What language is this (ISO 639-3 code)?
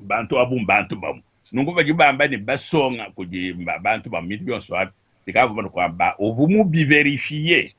lua